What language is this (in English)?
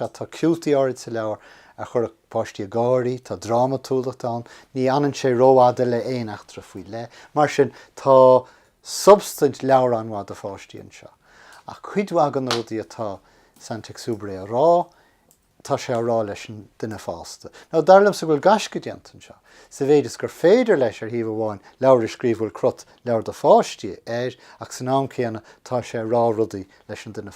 Irish